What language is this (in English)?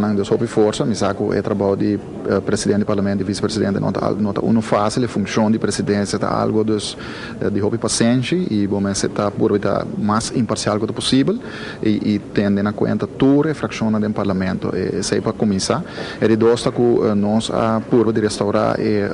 Papiamento